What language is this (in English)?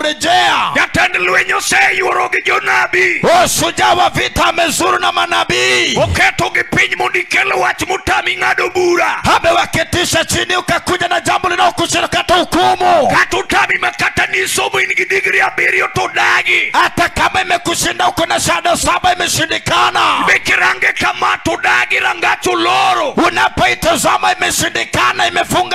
Luo (Kenya and Tanzania)